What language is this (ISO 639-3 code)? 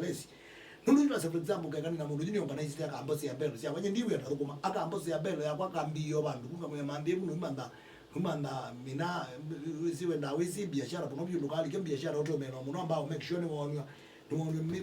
kam